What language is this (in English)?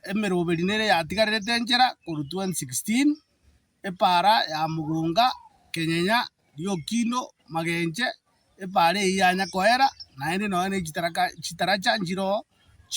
Gusii